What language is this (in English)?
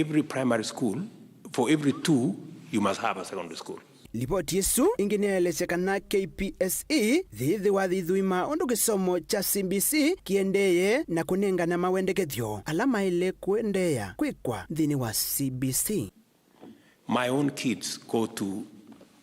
Kamba